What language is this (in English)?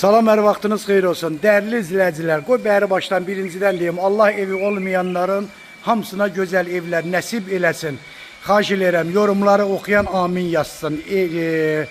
Azerbaijani